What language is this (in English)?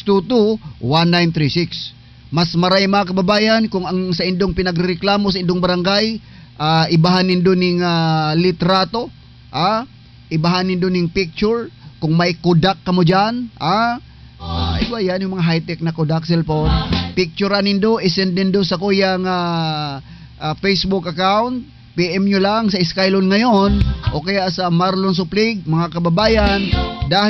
Bikol